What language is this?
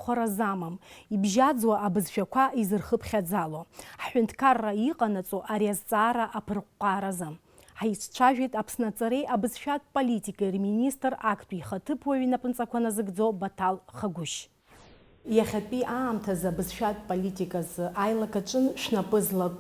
Abkhazian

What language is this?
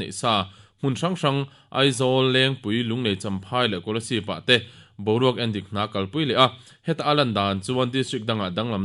Mizo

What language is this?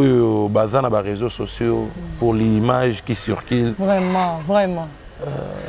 Lingala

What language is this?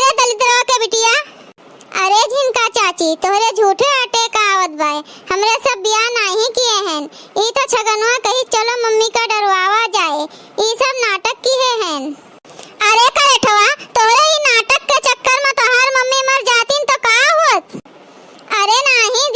Awadhi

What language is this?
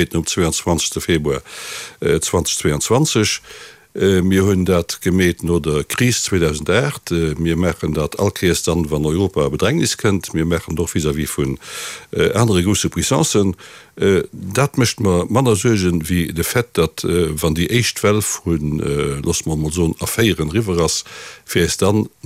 Luxembourgish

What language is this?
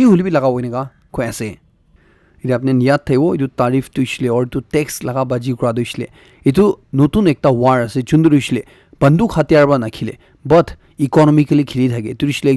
Naga Pidgin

